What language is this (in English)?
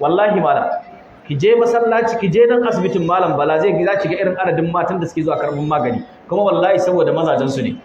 Hausa